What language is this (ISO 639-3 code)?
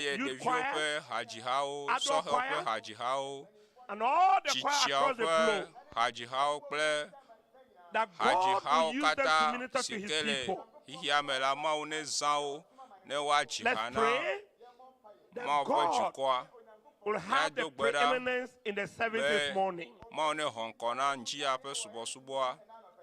ewe